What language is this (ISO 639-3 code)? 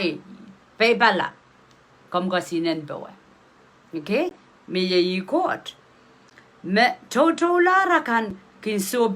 pon